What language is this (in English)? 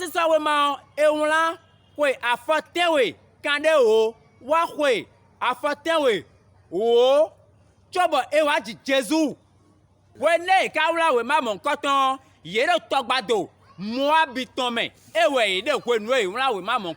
Fon